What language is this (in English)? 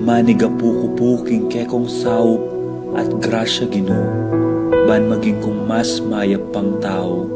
Pampanga